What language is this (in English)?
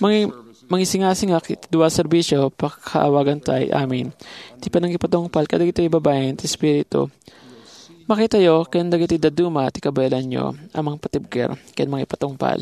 Iloko